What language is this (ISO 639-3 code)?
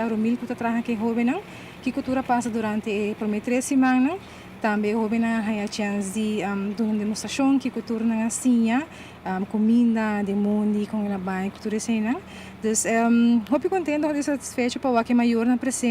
pap